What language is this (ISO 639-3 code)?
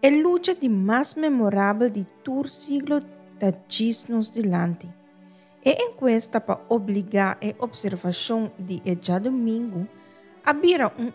pap